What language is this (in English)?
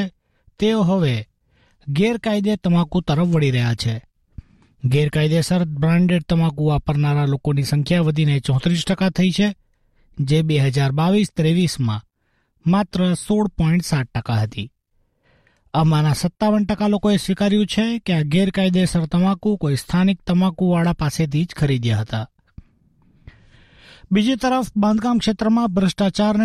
Gujarati